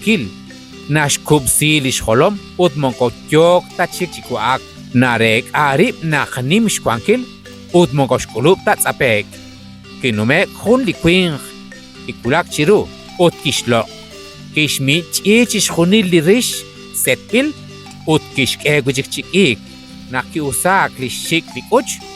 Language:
Kekchí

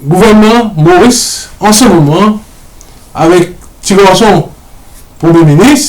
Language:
Morisyen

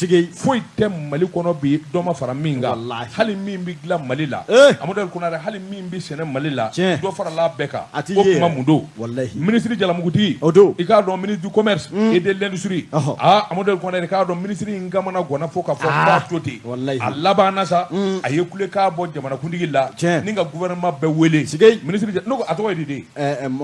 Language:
Bambara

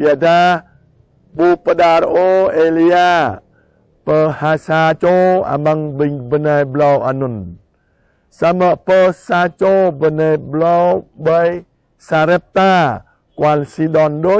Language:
Jarai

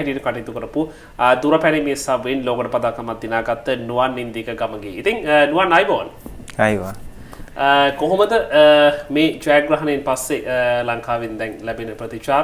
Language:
Sinhala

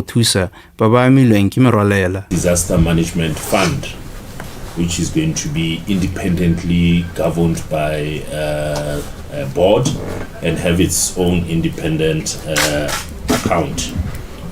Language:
Tswana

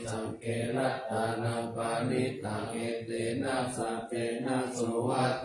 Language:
Pali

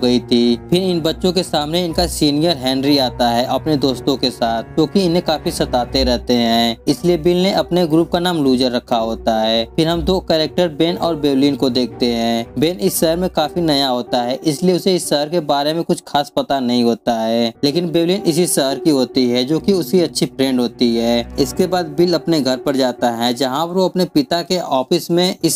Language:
Hindi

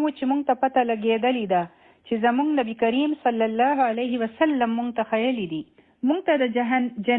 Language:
Pashto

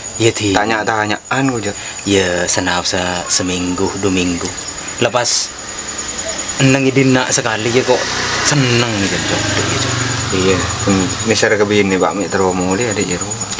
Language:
Madurese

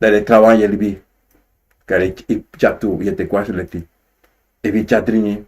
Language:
Sranan Tongo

